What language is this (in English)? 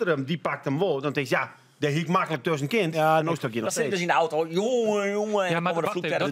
Western Frisian